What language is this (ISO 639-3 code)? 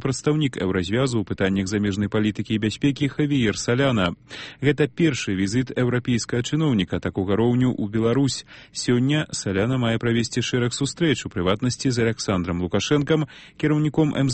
bel